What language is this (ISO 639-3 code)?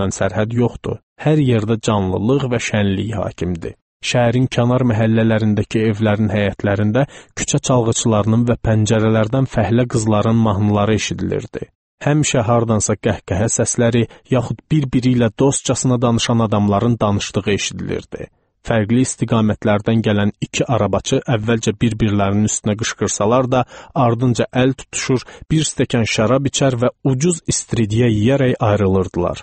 aze